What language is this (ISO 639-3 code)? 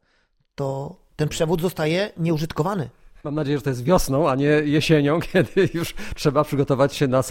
pol